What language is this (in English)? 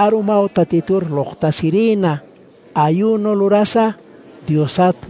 Aymara